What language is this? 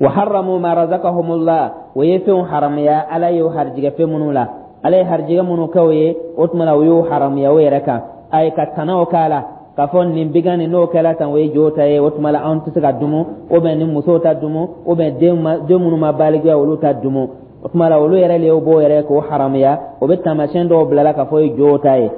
Dyula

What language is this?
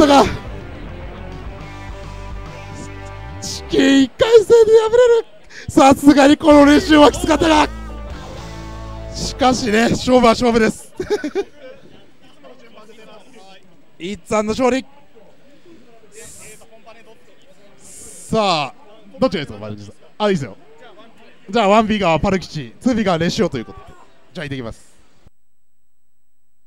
Japanese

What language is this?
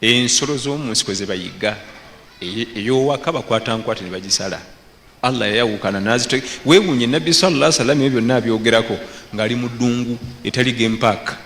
Ganda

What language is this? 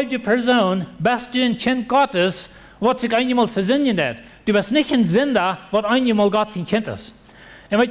Plautdietsch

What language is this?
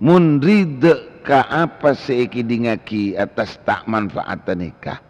Madurese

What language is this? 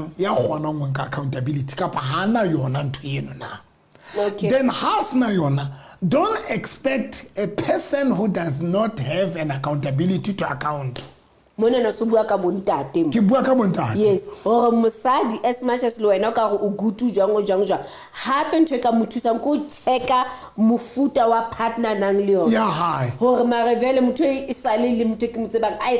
Southern Sotho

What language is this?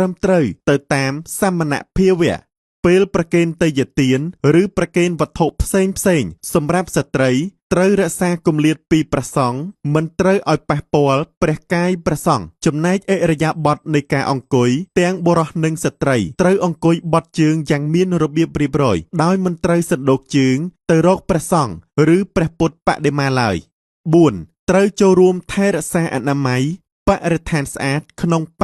Khmer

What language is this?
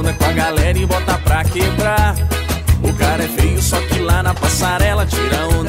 Portuguese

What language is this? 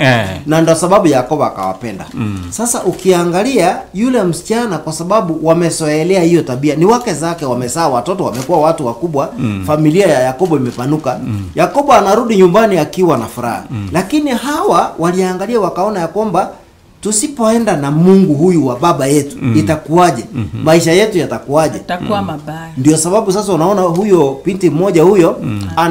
Swahili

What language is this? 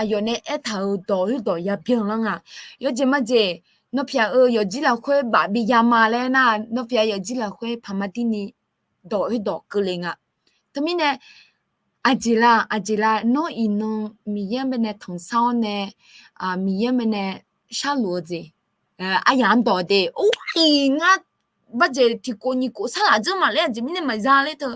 Akha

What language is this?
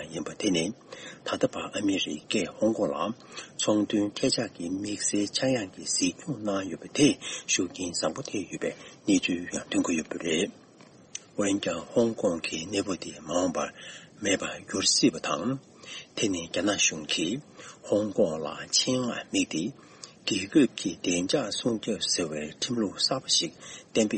Tibetan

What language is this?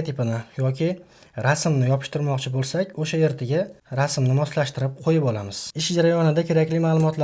Uzbek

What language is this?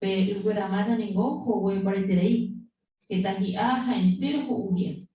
Guarani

